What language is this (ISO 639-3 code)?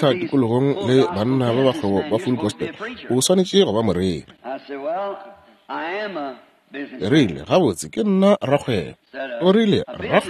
nso